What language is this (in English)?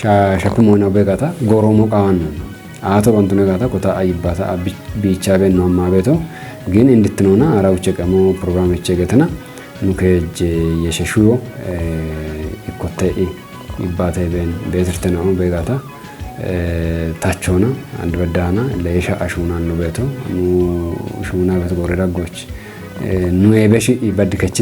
Kafa